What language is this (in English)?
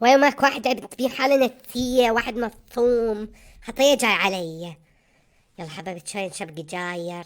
Mesopotamian Arabic